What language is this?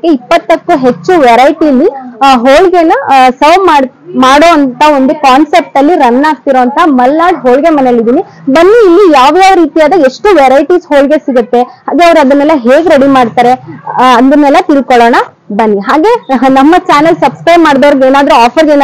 Kannada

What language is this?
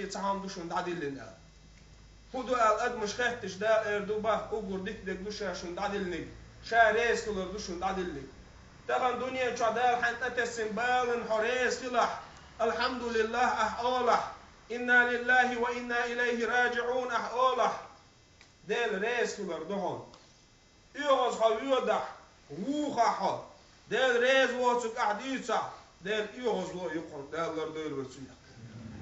Chechen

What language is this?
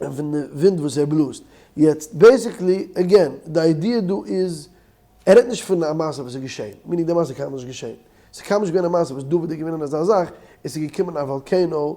Yiddish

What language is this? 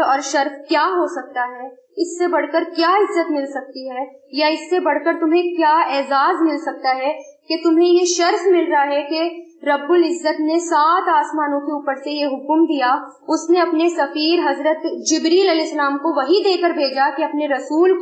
Urdu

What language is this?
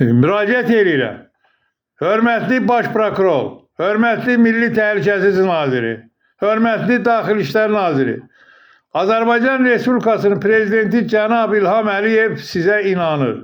Azerbaijani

